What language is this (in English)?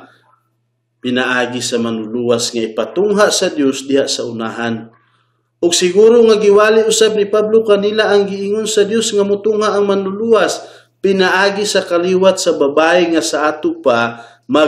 Cebuano